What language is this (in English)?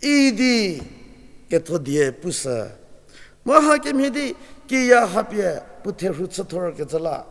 Angami Naga